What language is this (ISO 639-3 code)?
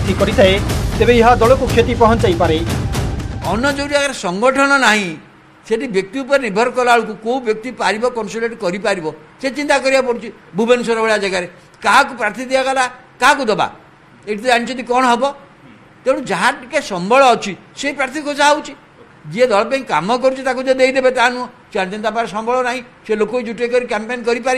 ori